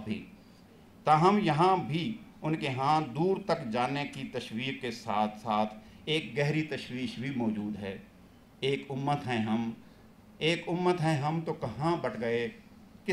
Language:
Urdu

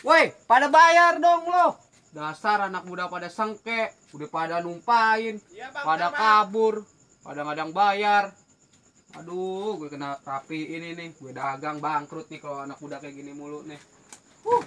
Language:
Betawi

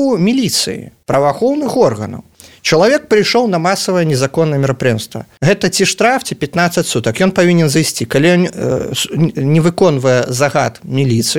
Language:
Belarusian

